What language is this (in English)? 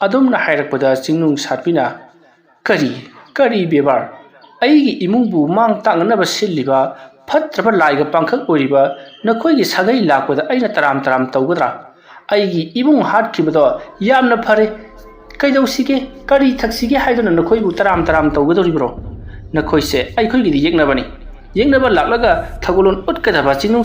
Manipuri